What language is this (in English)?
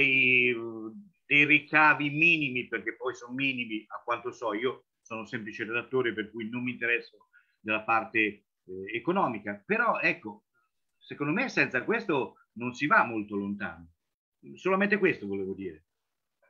Italian